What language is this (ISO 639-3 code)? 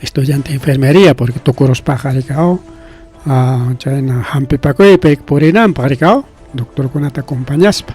quy